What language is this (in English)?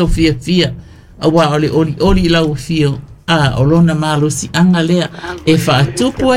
Samoan